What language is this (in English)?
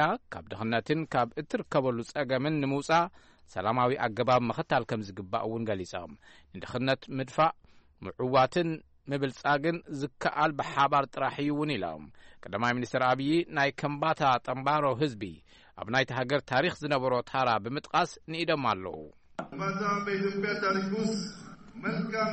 Tigrinya